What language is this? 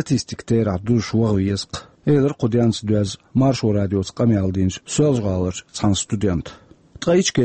Chechen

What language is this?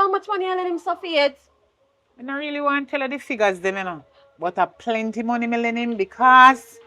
Jamaican Creole English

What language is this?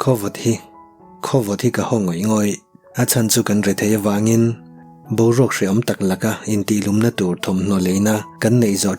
Mizo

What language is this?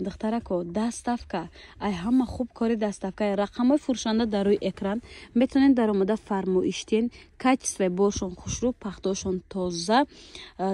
Tajik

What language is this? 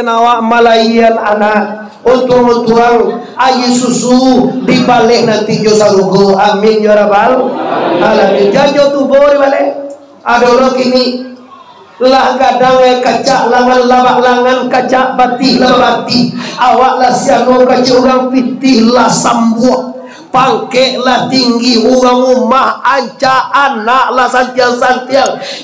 Minangkabau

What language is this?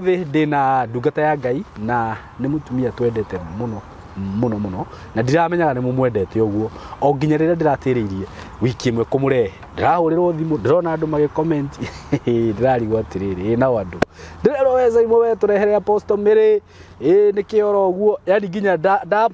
Kikuyu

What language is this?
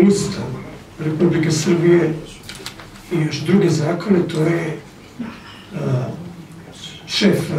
Serbian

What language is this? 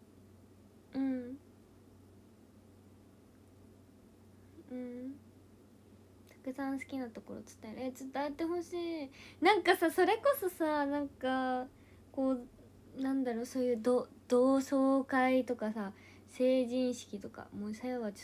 Japanese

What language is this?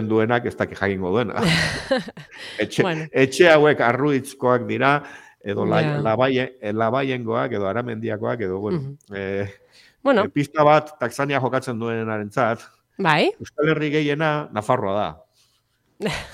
Basque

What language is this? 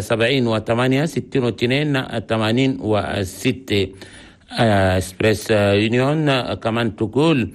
Chadian Arabic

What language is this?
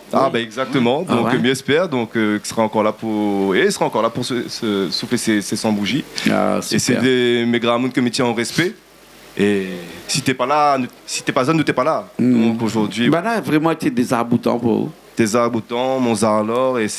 Réunion Creole French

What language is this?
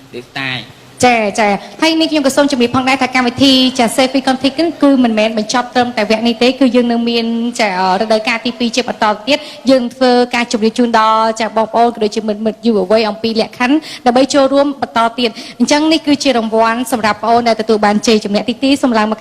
Khmer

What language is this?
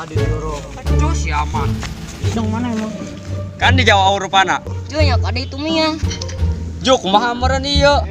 Sundanese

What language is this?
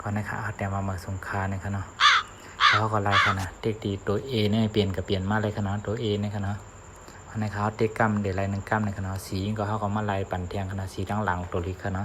Shan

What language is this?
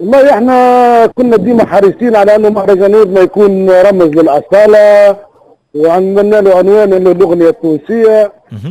Tunisian Arabic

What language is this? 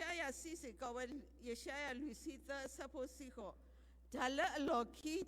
S'gaw Karen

